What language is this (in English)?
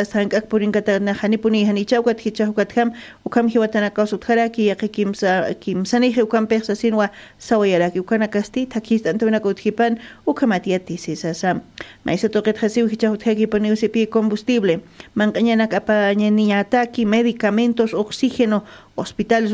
Aymara